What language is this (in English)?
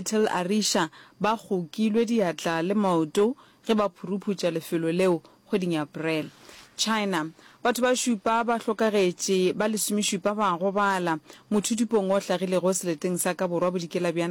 Northern Sotho